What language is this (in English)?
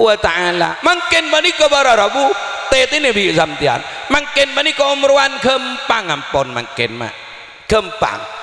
Madurese